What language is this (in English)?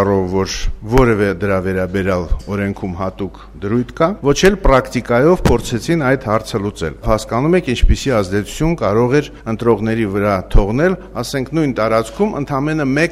Armenian